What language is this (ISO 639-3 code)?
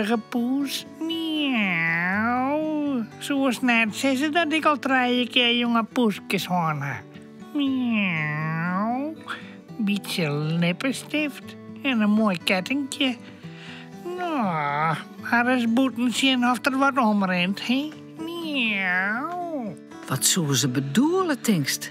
fry